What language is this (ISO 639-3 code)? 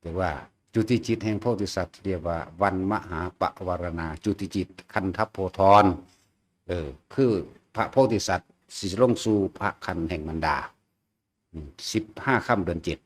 tts